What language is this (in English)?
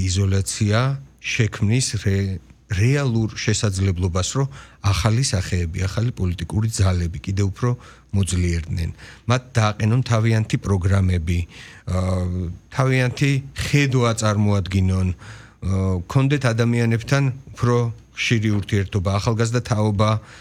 Georgian